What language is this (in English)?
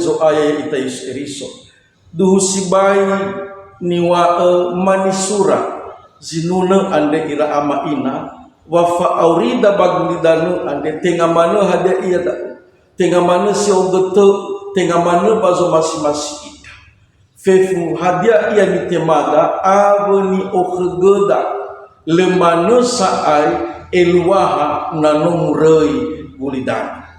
Nias